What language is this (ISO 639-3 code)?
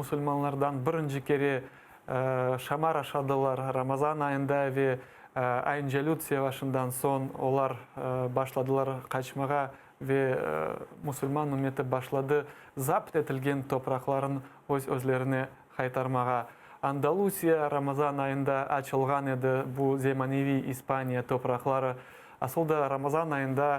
crh